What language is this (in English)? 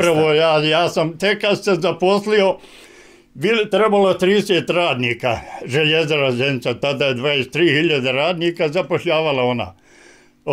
Bosnian